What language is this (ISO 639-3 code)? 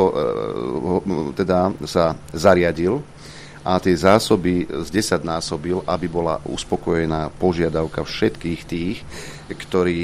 slk